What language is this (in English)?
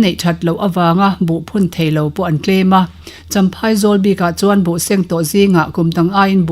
Mizo